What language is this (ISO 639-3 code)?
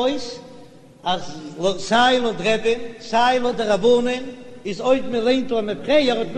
yid